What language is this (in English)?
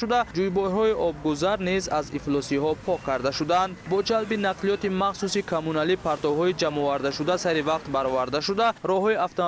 Tajik